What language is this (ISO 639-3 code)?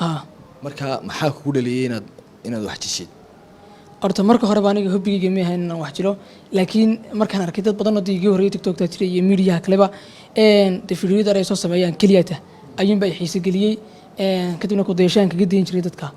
som